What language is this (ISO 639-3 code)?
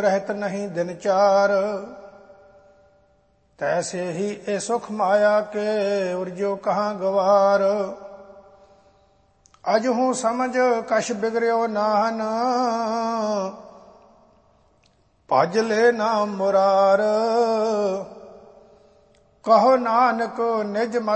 pan